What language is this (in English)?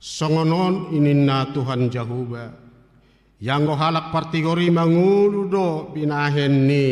Batak Toba